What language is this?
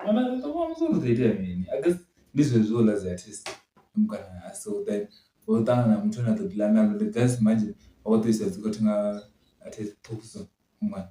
Venda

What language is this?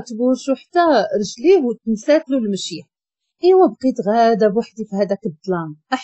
Moroccan Arabic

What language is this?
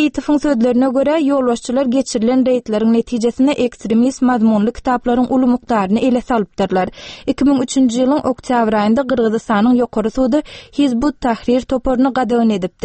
Turkmen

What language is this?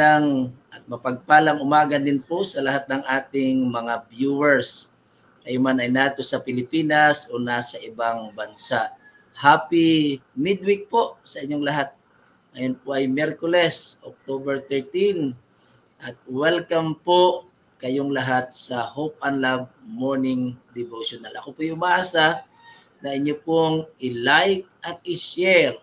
Filipino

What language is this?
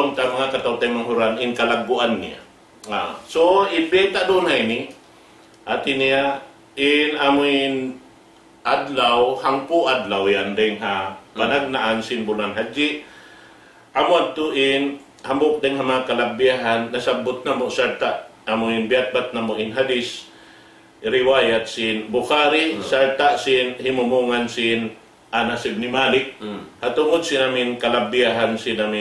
Tausug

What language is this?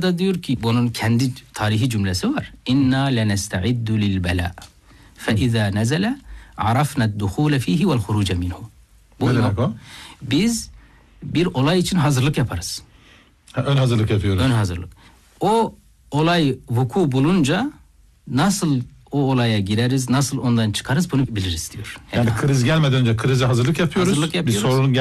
Turkish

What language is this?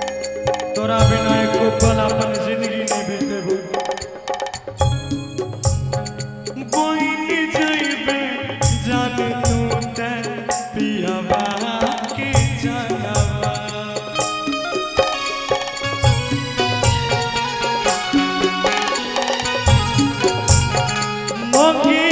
Bhojpuri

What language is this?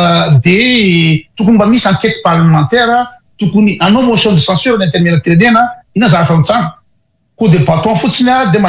Malagasy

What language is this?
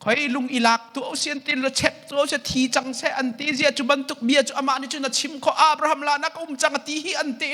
Hakha Chin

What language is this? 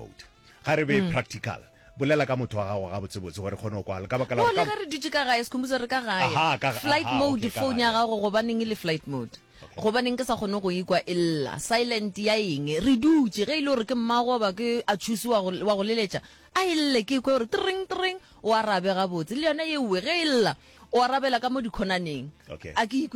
Northern Sotho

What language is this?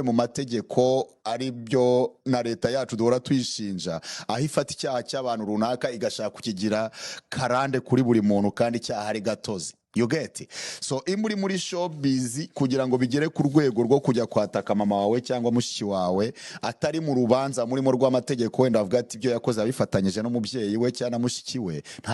Kinyarwanda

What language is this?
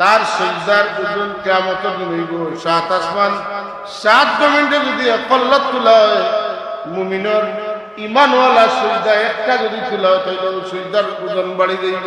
Sylheti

